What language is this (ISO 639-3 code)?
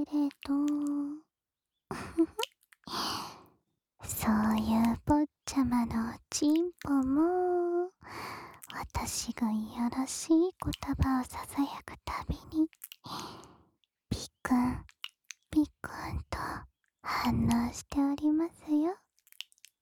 jpn